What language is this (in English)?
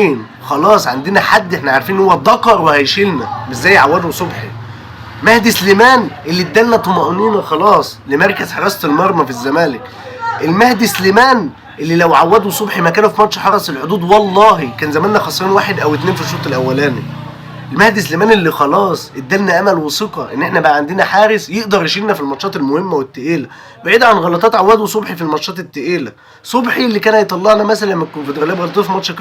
Egyptian Arabic